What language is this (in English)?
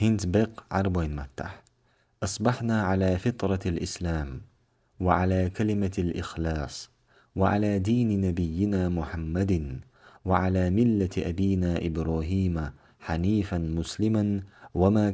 Chechen